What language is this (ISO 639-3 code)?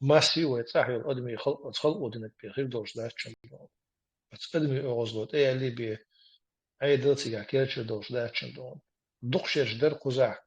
che